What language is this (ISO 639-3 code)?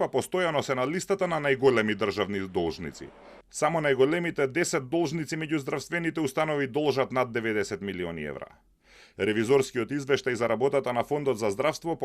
mkd